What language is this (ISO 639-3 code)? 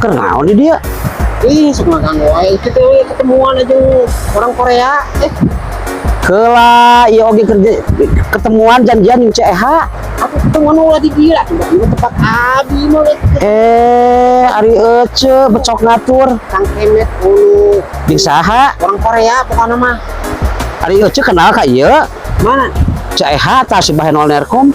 sun